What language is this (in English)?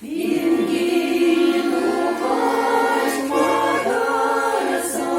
Chuvash